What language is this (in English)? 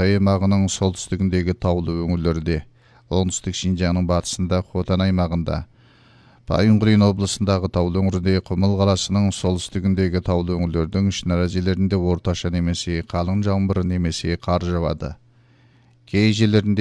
Kyrgyz